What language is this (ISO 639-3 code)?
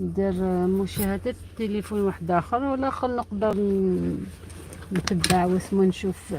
arq